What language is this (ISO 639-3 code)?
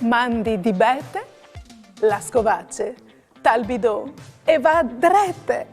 fur